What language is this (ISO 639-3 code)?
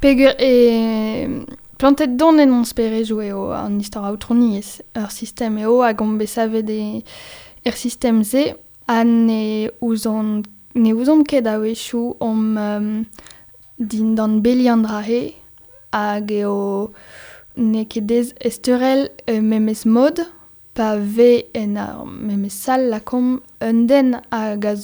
bre